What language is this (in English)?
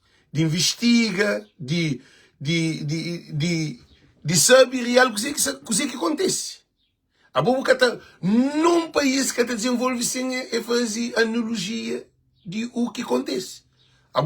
Kabuverdianu